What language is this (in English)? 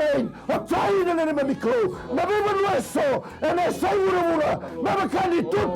Fijian